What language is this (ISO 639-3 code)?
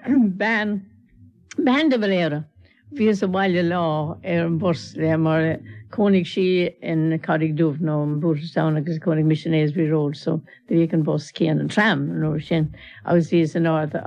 gle